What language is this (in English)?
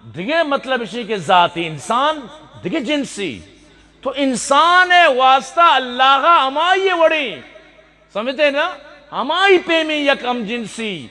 Eastern Balochi